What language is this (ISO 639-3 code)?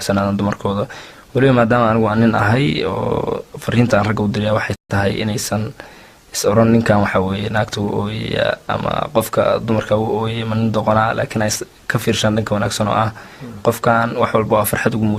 som